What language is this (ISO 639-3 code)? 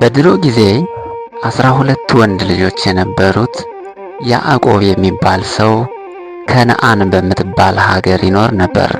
amh